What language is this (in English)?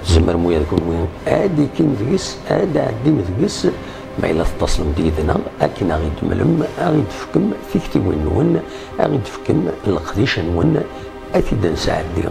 Kabyle